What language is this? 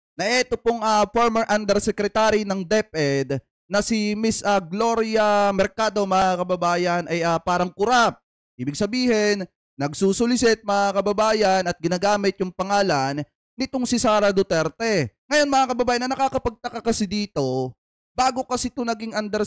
Filipino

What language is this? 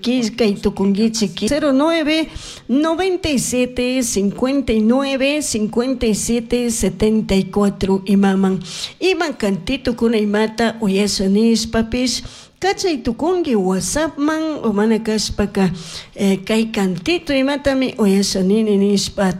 Chimborazo Highland Quichua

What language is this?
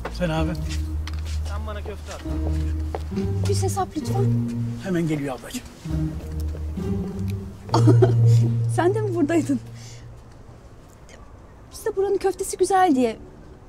Turkish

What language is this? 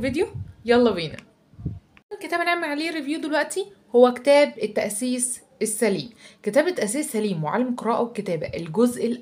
Egyptian Arabic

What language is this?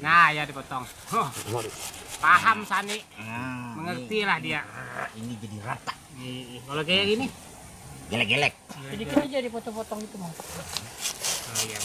Banjar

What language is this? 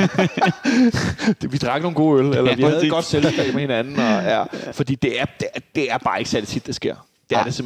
Danish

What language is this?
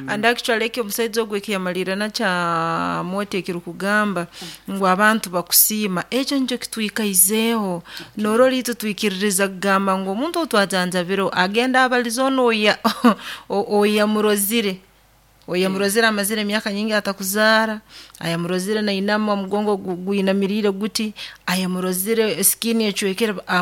Nyoro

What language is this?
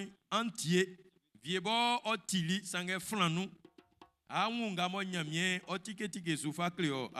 Baoulé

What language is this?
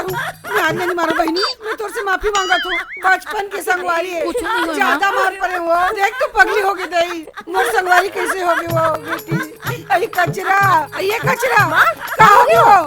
Chhattisgarhi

